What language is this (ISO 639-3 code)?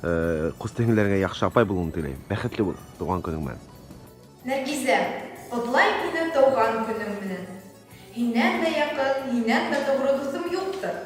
bak